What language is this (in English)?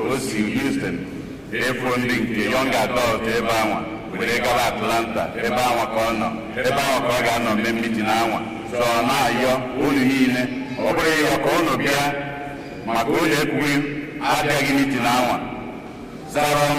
Igbo